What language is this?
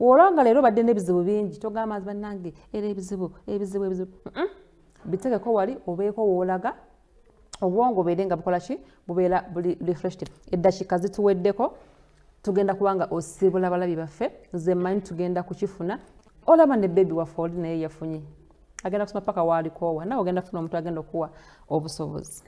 Ganda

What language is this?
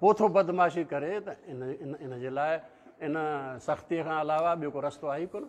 Sindhi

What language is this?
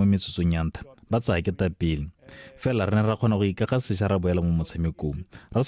Tswana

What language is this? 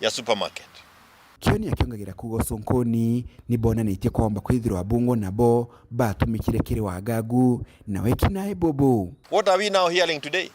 Meru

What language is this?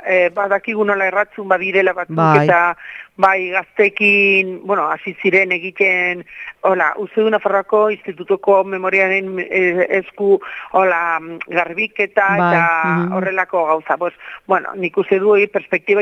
Basque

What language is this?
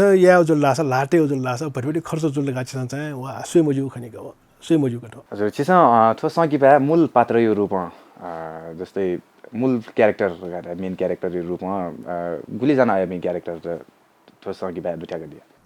Newari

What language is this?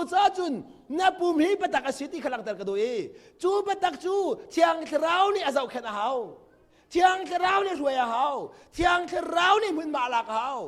Hakha Chin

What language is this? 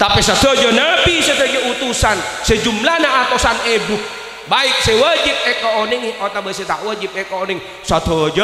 Madurese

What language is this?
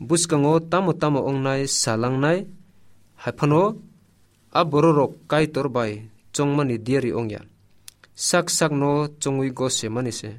Kok Borok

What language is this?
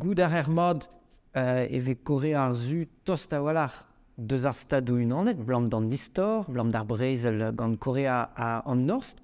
Breton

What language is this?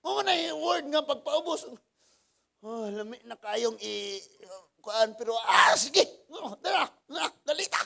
Cebuano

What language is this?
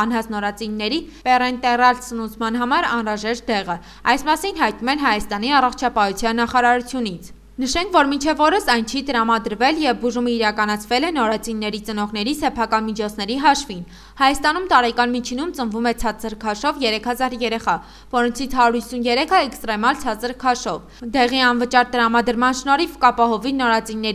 Armenian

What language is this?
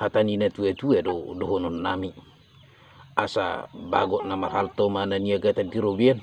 Batak Toba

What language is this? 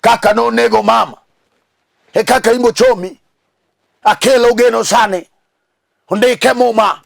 Luo (Kenya and Tanzania)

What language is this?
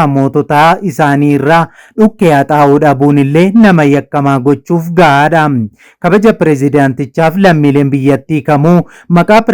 Oromo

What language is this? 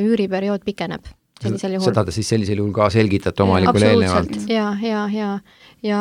Estonian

